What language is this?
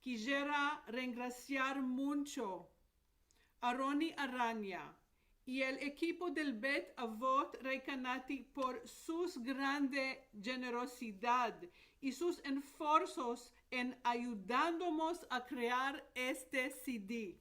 Ladino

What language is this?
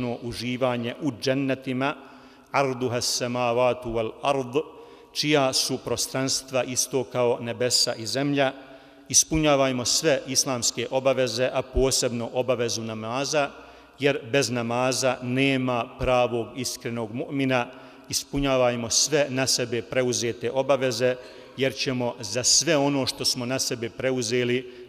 Bosnian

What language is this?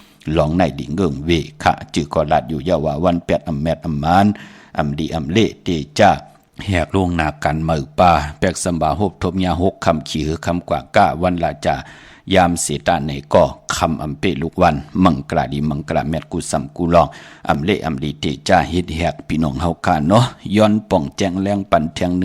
Shan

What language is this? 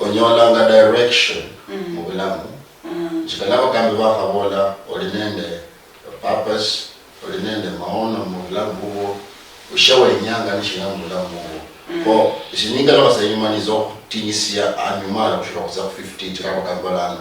Luyia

